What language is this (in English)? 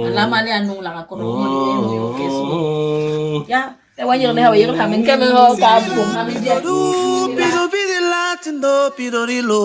Basaa